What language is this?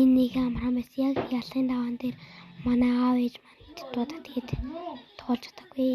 Mongolian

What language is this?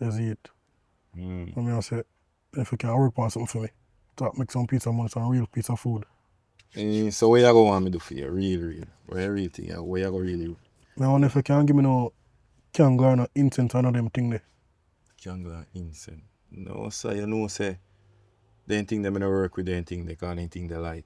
Jamaican Creole English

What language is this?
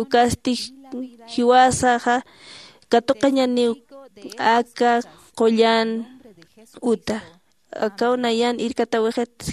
Aymara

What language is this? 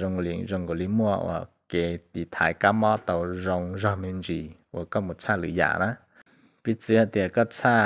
Hmong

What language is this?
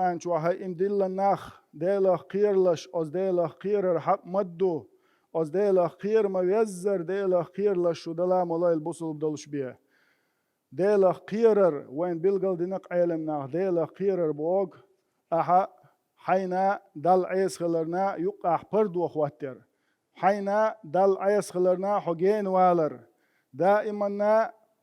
Chechen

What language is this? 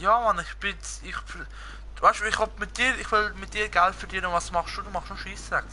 Swiss German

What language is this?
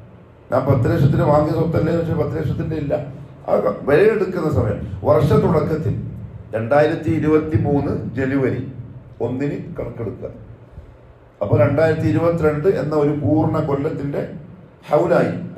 Malayalam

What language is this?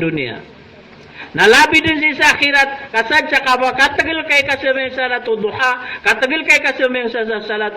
Maranao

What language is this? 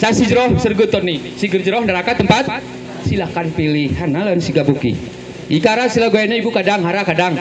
Gayo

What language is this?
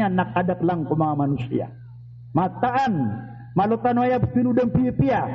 Maranao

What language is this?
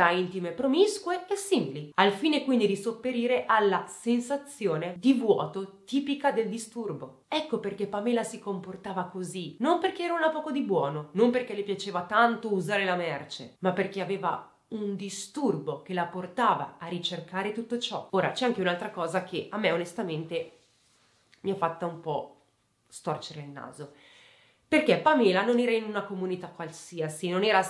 Italian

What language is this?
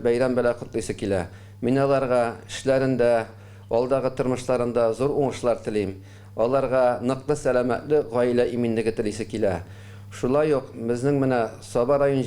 Tatar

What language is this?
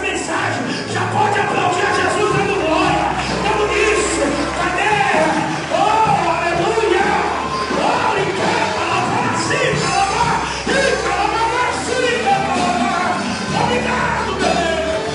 Portuguese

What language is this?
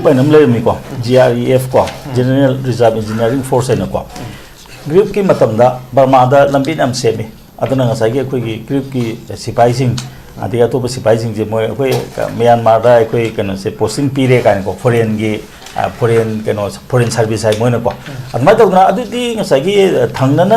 Manipuri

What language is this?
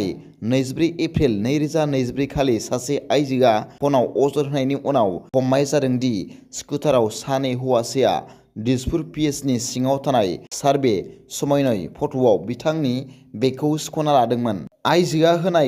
Bodo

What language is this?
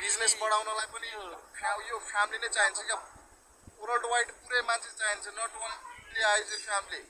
Nepali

